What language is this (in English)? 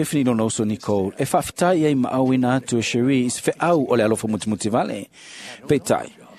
Samoan